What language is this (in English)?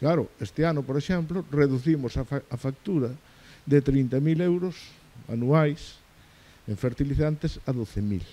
Galician